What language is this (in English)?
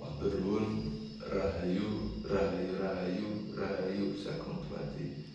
Javanese